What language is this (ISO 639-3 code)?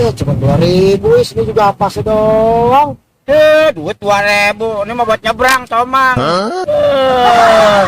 bew